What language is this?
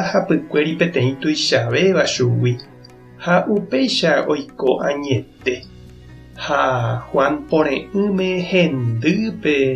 Guarani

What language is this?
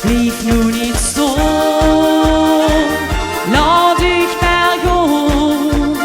Limburgish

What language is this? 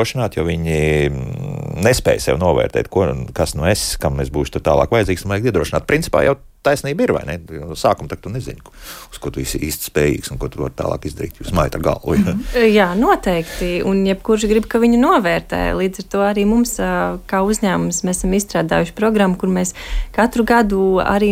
Latvian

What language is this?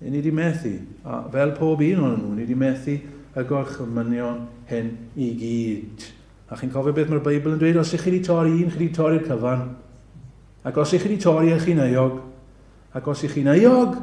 Welsh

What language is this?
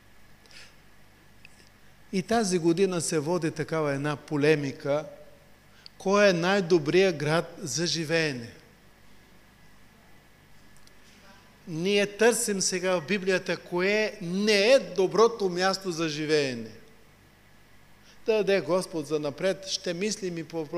Bulgarian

